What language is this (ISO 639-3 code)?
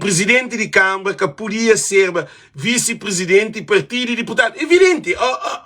kea